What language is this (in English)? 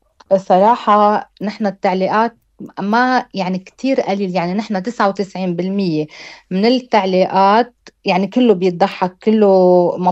North Levantine Arabic